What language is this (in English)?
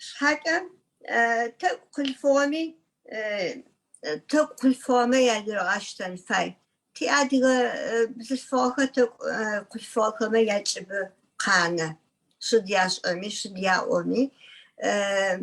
Adyghe